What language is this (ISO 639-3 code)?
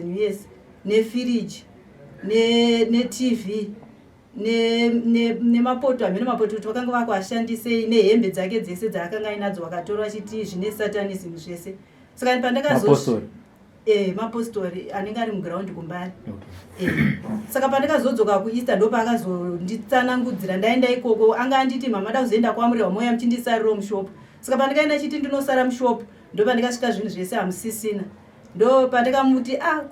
sna